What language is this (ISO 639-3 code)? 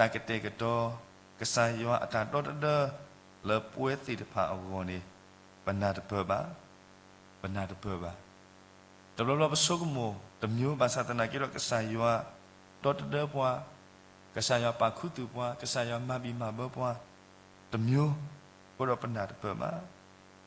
ksw